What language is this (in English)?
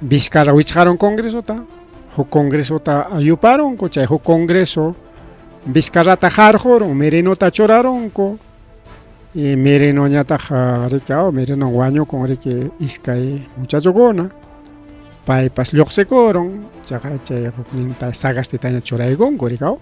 Ayacucho Quechua